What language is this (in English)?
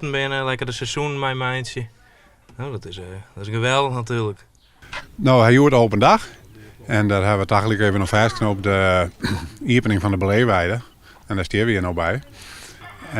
Western Frisian